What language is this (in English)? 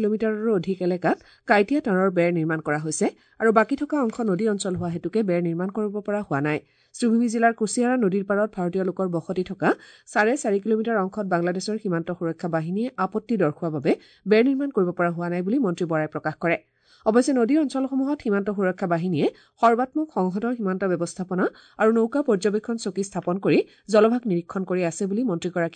Assamese